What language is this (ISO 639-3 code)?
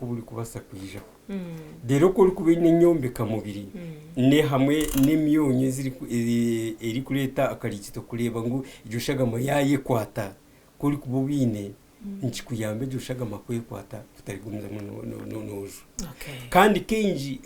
nyn